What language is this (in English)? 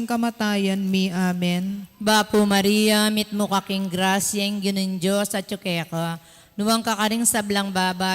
Pampanga